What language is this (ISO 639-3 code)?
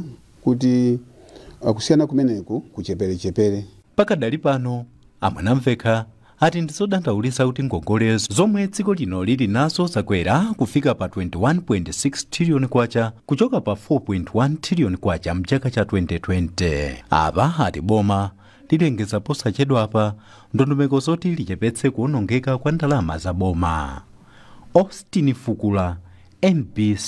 nya